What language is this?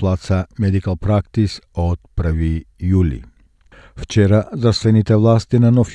Macedonian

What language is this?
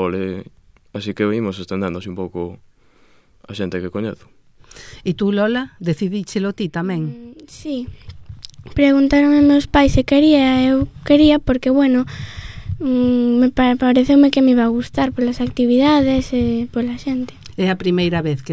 Galician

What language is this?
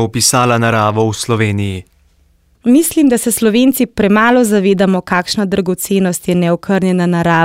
Slovenian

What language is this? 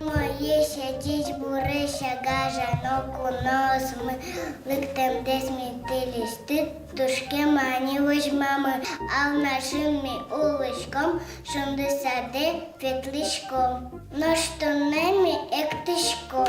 Udmurt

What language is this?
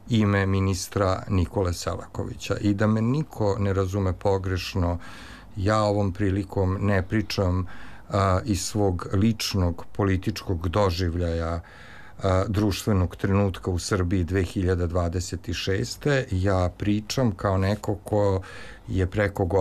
Serbian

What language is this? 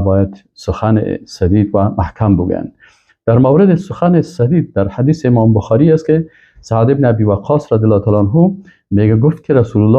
Persian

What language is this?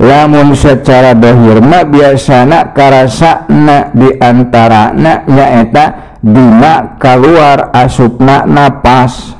Sundanese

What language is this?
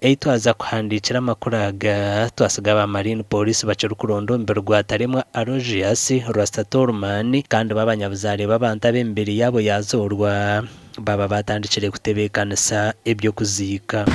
Nyankole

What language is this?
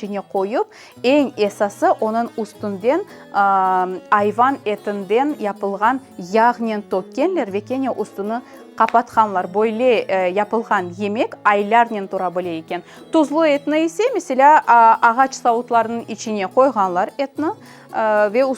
Crimean Tatar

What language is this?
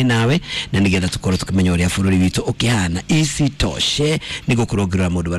Kikuyu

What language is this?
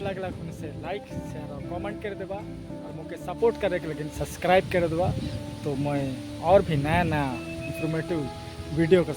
Sadri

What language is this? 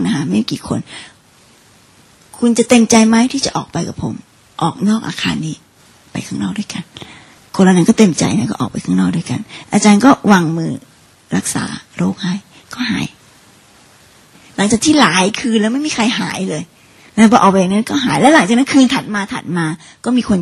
Thai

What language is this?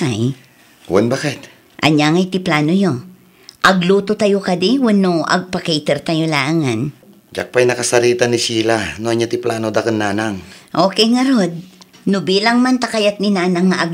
Iloko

